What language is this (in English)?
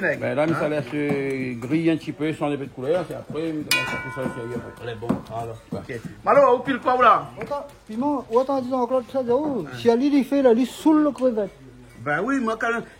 Réunion Creole French